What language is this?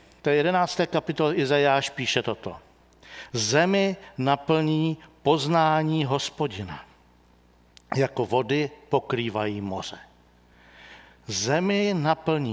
Czech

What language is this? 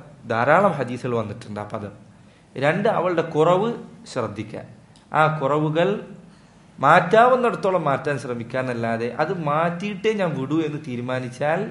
Malayalam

